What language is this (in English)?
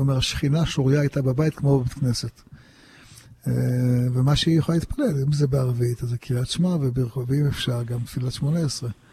Hebrew